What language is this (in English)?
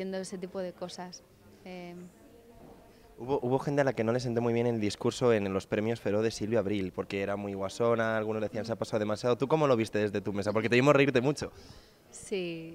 Spanish